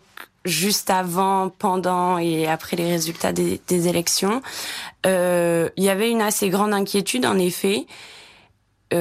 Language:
French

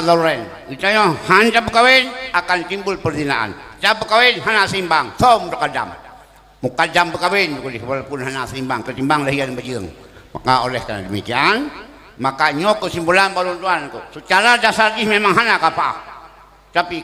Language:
Achinese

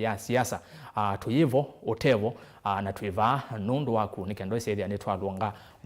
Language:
Kamba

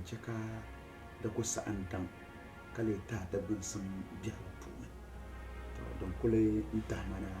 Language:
Dagbani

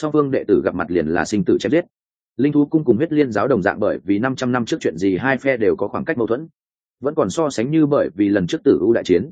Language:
Vietnamese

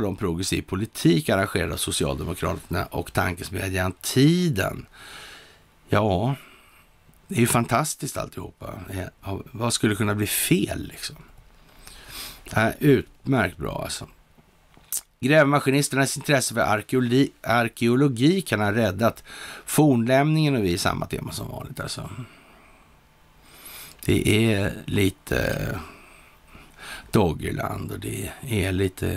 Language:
Swedish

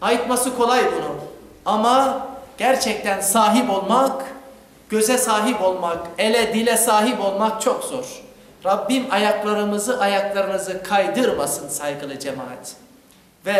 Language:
Crimean Tatar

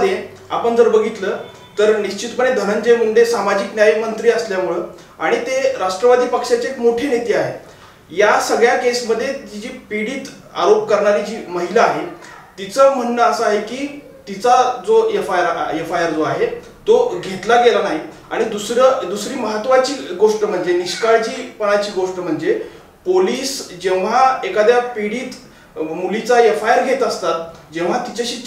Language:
Marathi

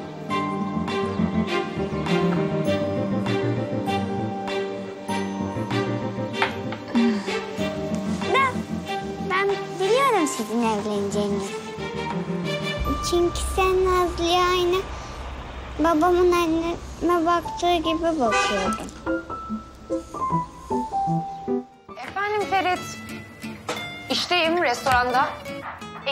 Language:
Turkish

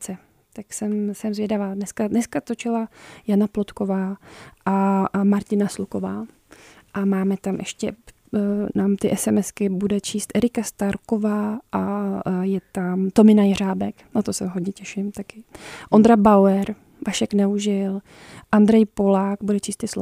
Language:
Czech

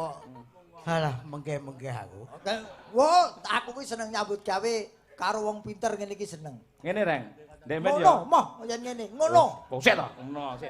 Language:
Javanese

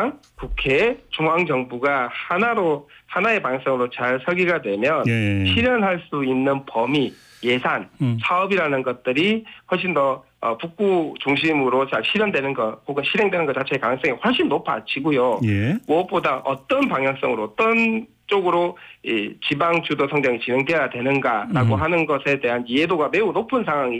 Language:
Korean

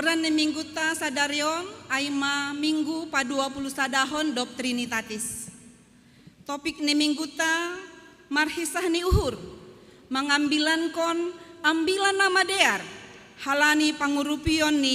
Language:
Batak Simalungun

